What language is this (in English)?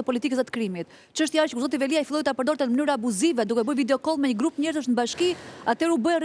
Albanian